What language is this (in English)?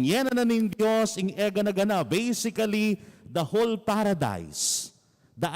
Pampanga